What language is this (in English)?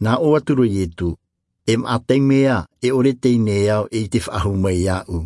Tahitian